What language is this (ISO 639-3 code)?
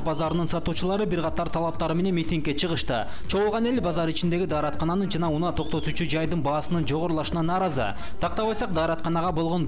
kir